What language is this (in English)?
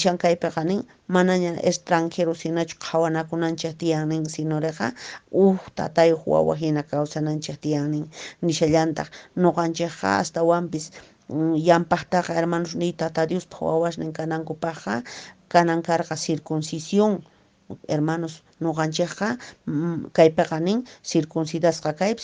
Quechua